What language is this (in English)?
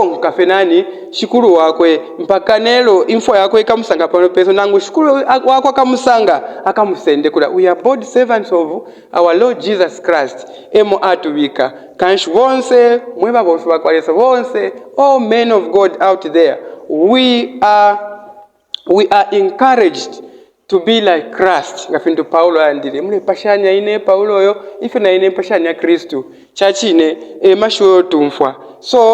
Bemba